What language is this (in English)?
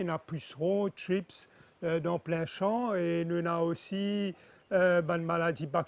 Morisyen